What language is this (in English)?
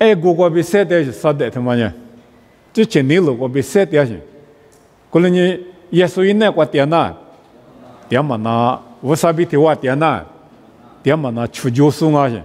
Lisu